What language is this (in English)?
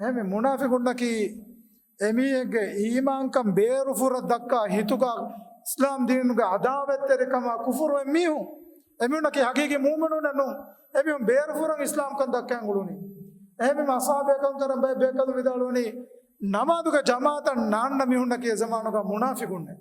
Divehi